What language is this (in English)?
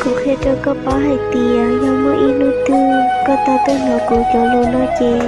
Hmong